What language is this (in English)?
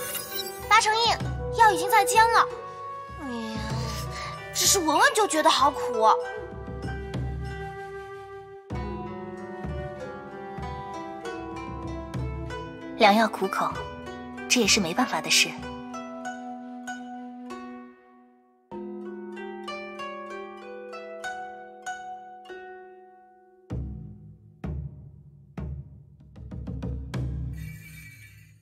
Chinese